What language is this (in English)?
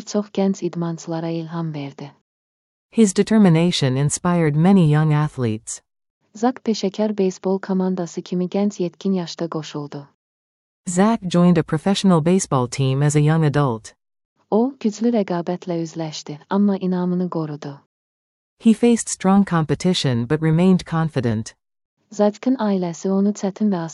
Azerbaijani